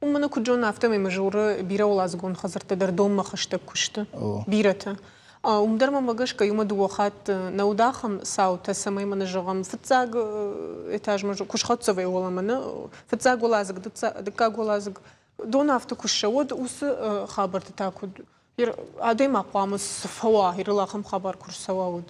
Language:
Ossetic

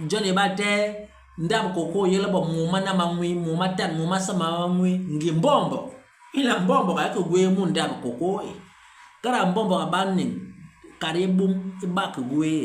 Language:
Basaa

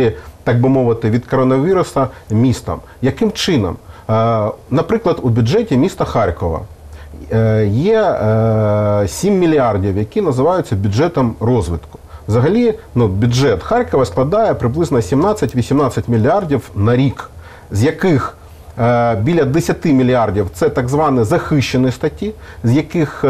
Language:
Ukrainian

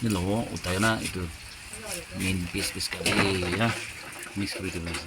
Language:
Naga Pidgin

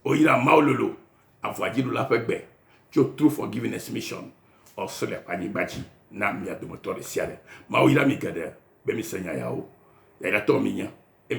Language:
Ewe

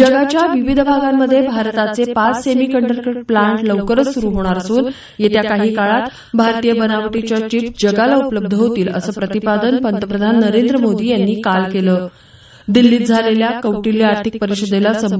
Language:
Marathi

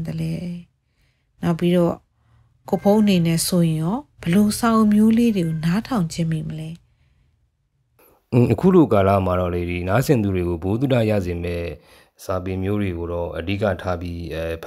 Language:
Burmese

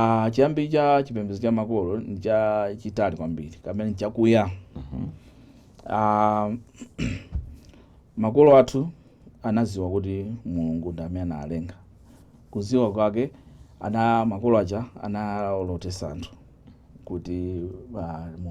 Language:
Nyanja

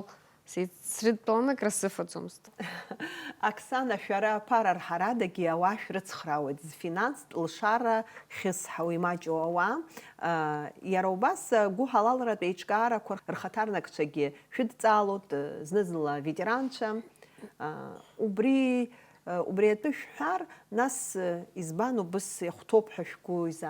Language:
Abkhazian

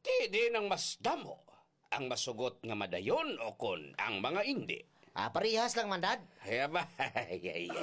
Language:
Hiligaynon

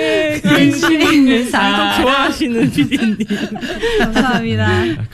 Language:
Korean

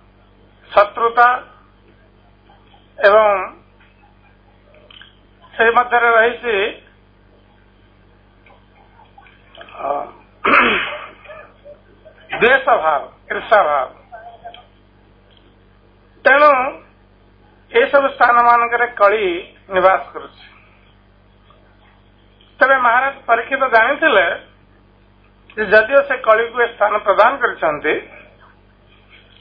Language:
Odia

